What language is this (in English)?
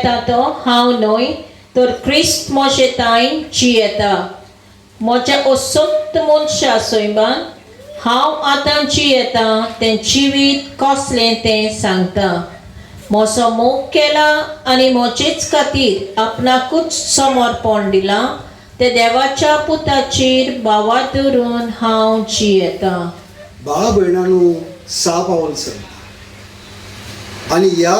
Konkani